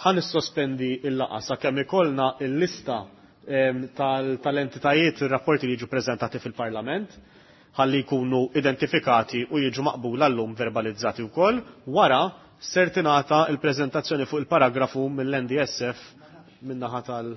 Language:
Maltese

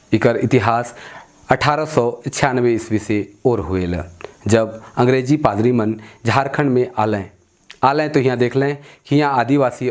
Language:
Sadri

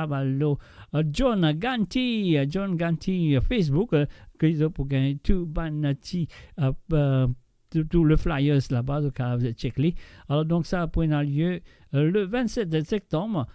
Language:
Morisyen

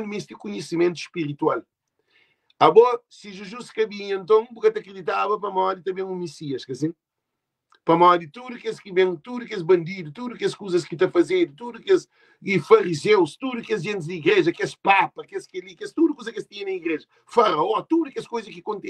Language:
Kabuverdianu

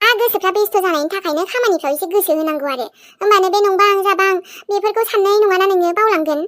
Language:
Bodo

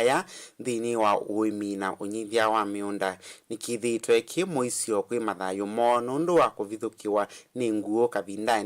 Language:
Kamba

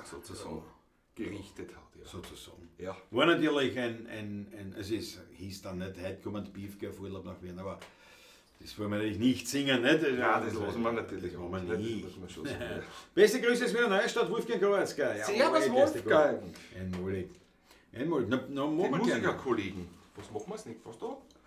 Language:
Bavarian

